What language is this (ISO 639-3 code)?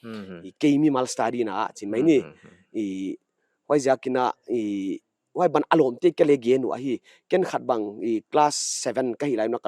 pck